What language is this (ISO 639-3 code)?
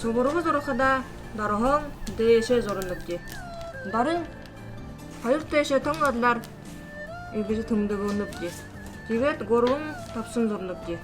bua